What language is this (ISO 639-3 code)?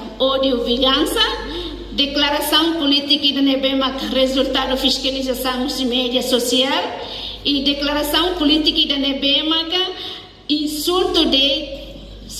tet